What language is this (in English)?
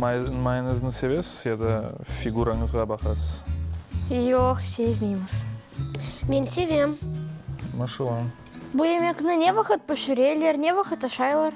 Crimean Tatar